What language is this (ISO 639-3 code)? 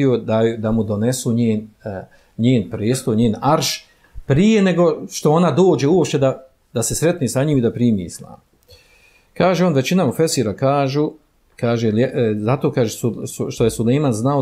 bos